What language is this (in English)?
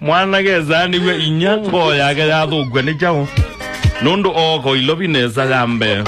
Kamba